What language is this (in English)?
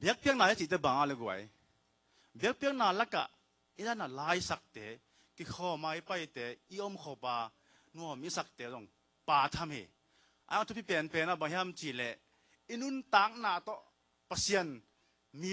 Tedim Chin